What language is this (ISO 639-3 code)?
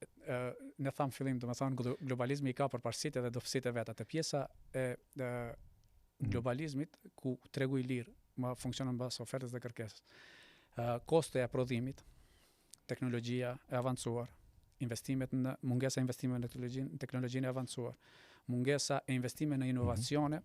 sqi